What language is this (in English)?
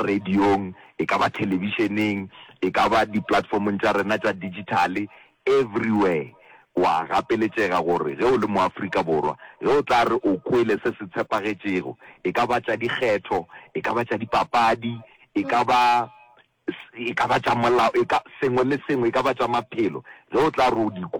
Northern Sotho